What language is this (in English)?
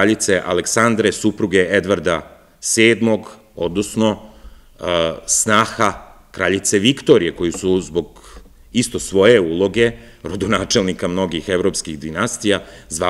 Serbian